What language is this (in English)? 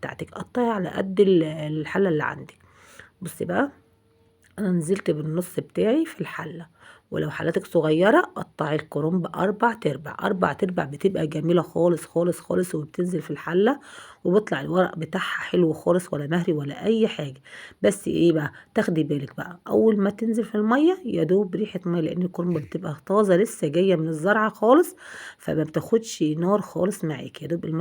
Egyptian Arabic